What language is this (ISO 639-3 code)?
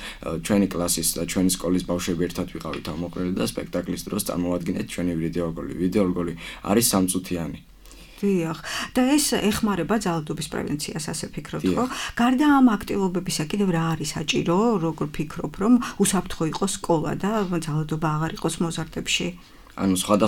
kat